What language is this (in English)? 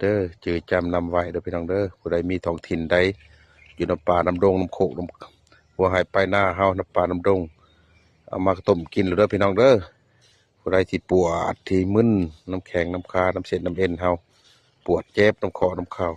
Lao